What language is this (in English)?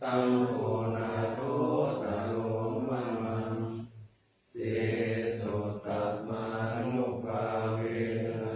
Pali